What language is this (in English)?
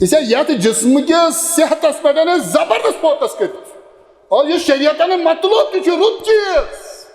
Kashmiri